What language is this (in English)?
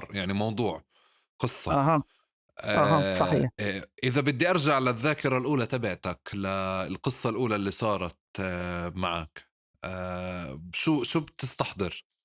North Levantine Arabic